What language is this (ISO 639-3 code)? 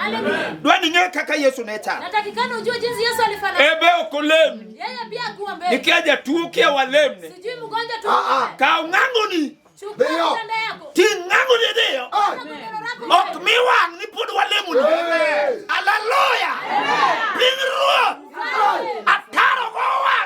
luo